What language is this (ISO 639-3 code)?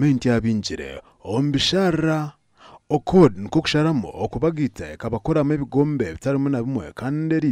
nyn